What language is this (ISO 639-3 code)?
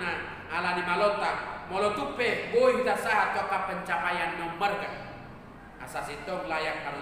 bbc